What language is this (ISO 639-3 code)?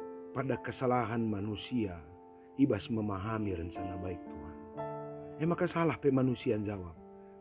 btx